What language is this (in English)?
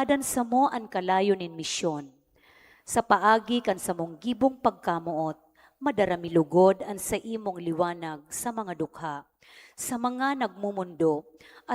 Bikol